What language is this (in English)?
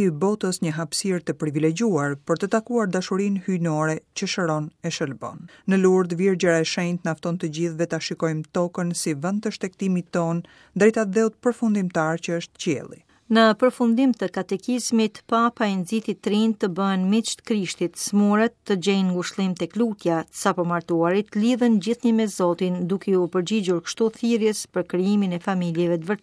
Albanian